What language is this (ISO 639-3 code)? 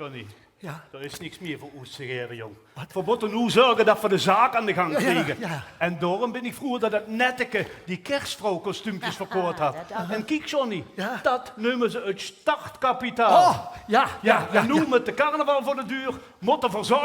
lim